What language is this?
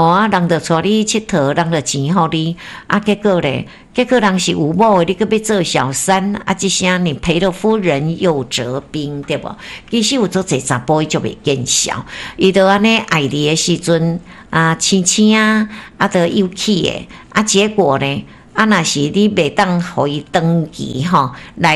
Min Nan Chinese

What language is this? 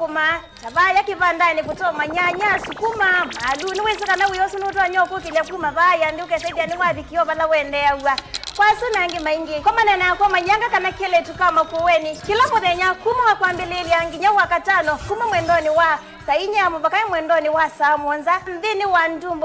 Kamba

